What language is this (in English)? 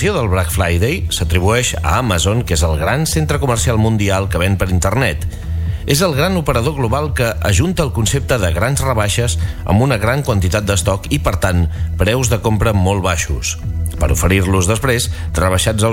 Catalan